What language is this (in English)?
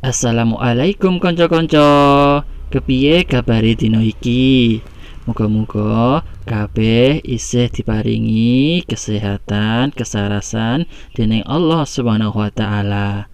Javanese